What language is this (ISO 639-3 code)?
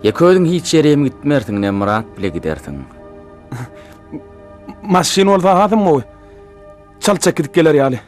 tuk